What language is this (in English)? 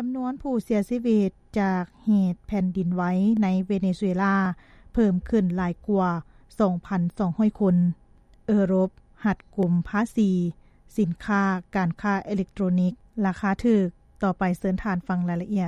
Lao